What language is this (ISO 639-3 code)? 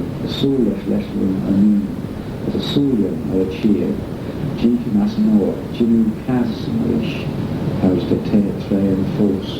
glv